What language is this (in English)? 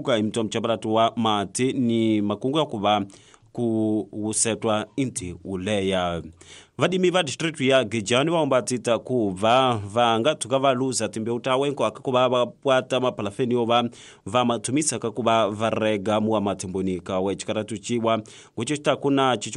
Tsonga